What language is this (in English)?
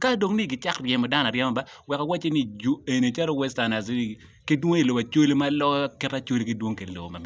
Acoli